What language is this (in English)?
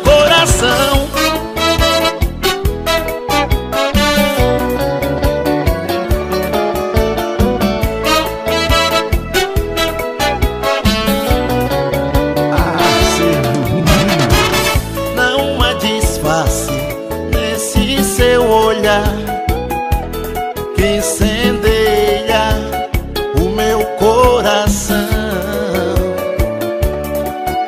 Portuguese